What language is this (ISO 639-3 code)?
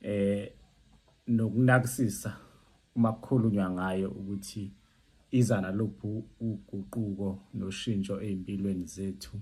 zul